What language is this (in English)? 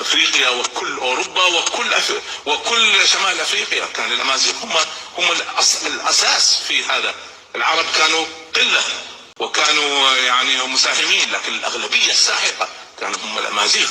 Kabyle